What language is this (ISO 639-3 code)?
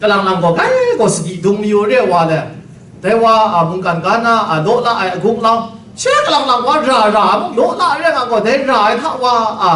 kac